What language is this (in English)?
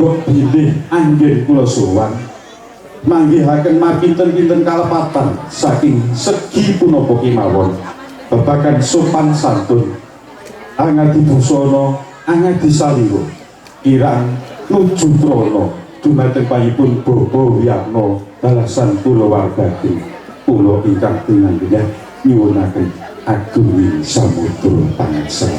Javanese